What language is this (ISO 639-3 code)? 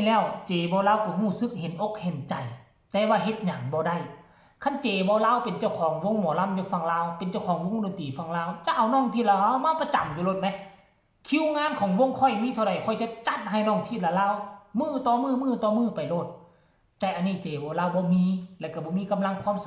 tts